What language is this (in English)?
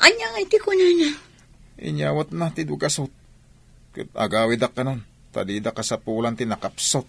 Iloko